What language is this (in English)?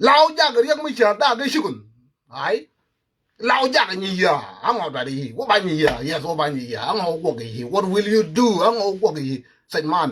Nuer